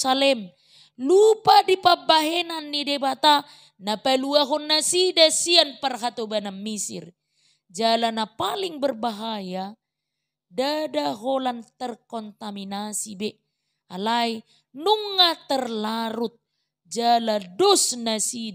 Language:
Batak Toba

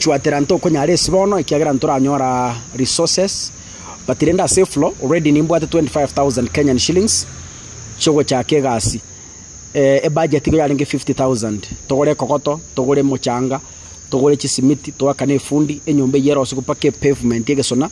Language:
Gusii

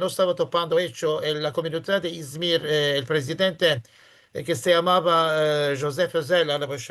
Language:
Ladino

